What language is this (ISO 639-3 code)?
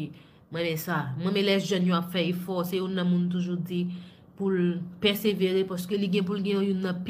hat